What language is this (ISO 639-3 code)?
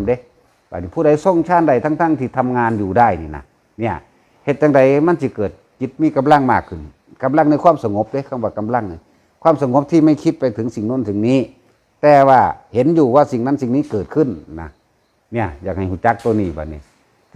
tts